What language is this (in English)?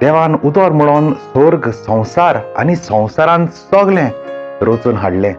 Konkani